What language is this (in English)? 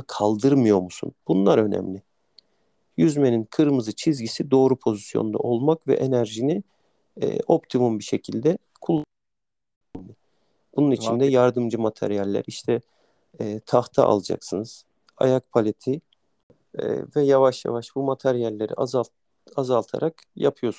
Turkish